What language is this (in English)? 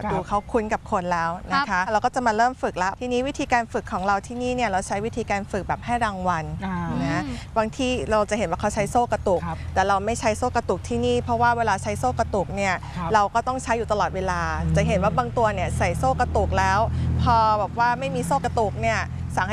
Thai